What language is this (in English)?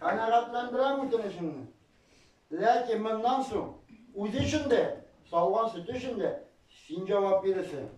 Tatar